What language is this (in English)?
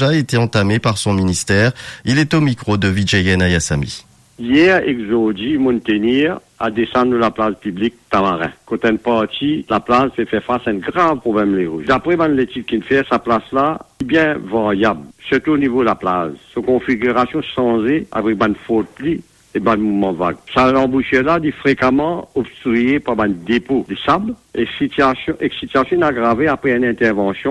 Morisyen